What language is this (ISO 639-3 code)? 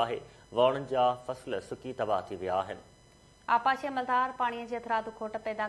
snd